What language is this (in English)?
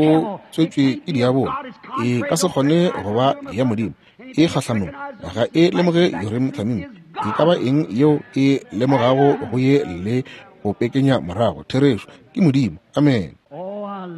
Northern Sotho